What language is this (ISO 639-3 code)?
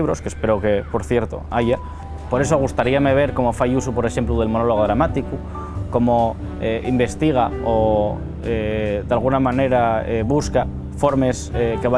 ast